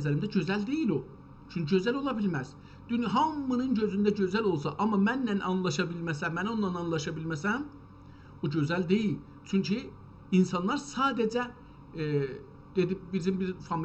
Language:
South Azerbaijani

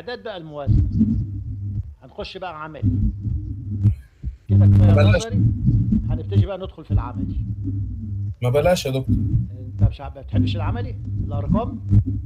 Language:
Egyptian Arabic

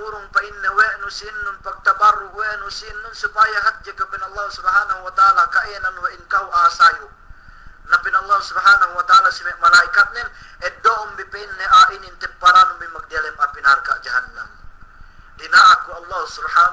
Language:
Yakan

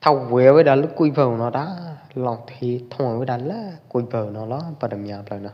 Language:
Pwo Eastern Karen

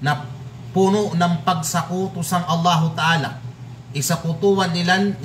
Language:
Kalagan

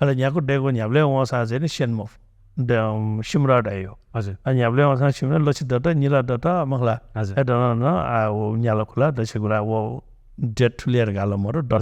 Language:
Newari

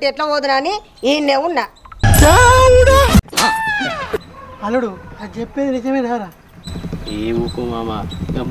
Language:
Telugu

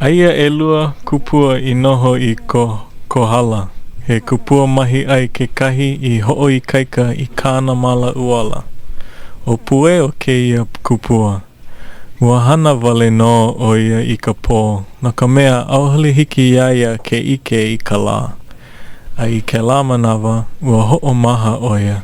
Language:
Hawaiian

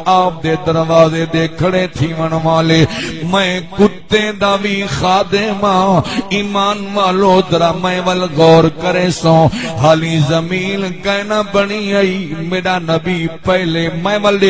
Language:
Saraiki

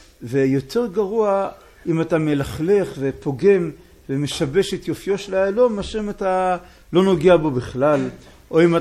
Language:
Hebrew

